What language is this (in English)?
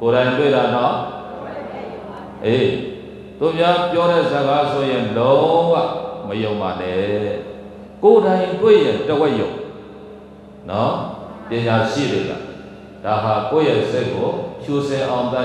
Burmese